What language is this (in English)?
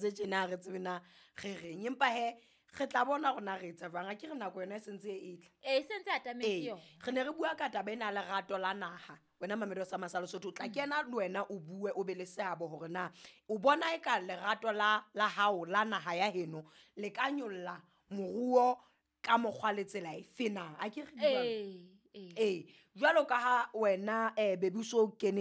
Southern Sotho